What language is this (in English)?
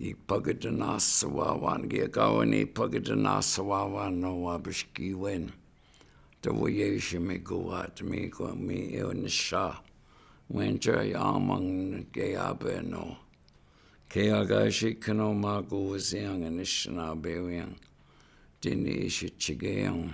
Chippewa